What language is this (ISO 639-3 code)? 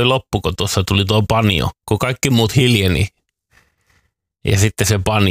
fin